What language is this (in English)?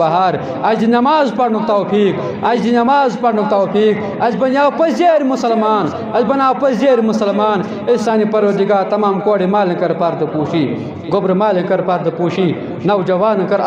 Kashmiri